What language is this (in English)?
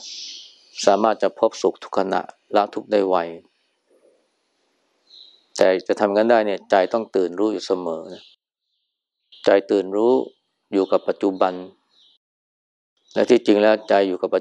Thai